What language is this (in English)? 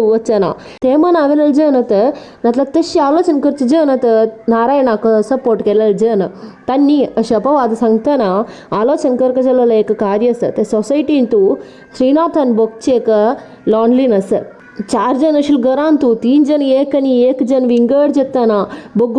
Konkani